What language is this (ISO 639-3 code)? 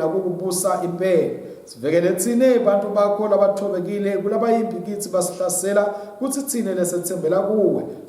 ssw